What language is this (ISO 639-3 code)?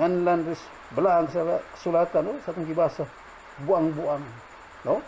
ceb